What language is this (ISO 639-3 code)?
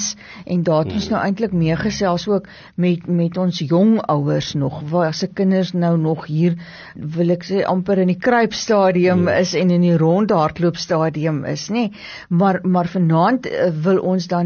afr